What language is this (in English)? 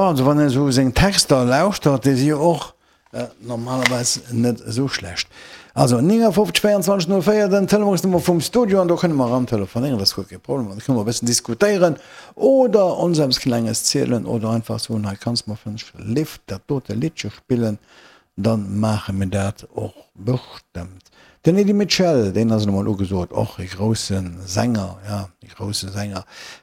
Luxembourgish